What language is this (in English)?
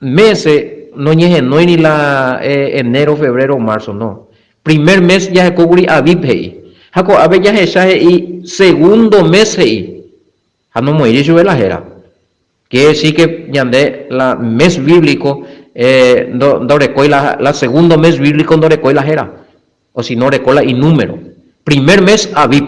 Guarani